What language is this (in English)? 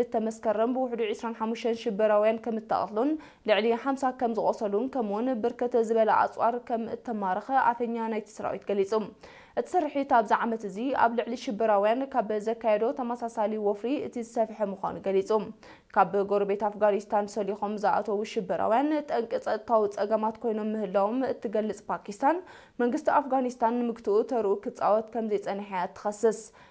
Tigrinya